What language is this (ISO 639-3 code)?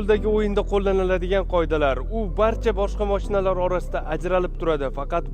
uzb